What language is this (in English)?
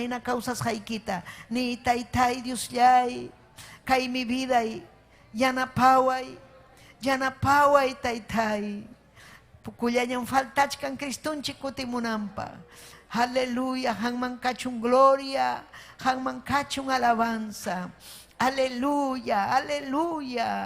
Ayacucho Quechua